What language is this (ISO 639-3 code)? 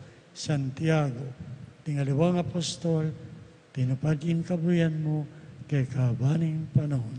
pam